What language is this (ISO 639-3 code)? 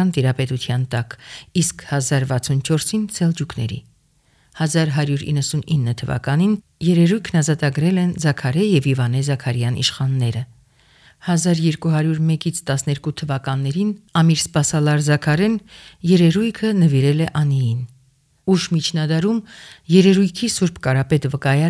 hye